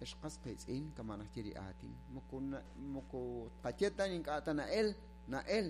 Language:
Kekchí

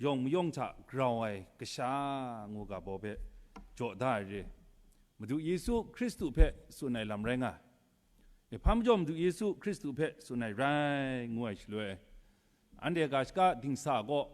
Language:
Kachin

